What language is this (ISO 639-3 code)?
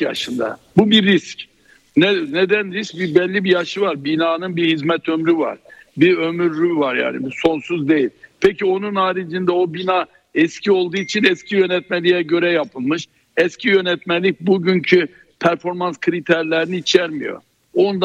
tur